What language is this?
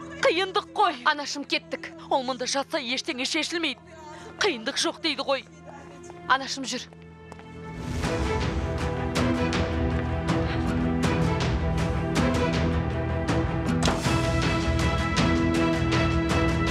Kazakh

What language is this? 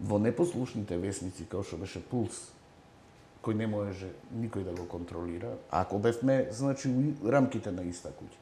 Macedonian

